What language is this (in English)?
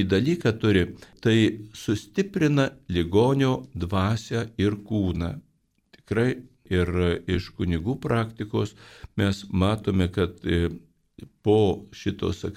Lithuanian